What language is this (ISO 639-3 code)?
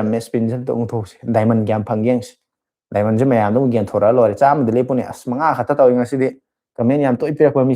mni